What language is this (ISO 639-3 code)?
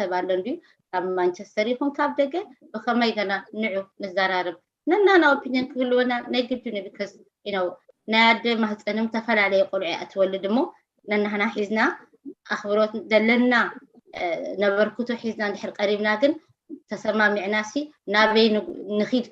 tir